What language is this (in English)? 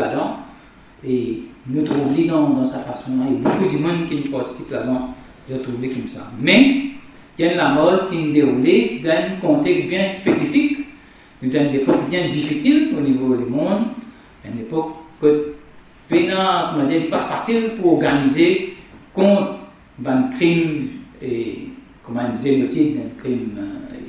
Morisyen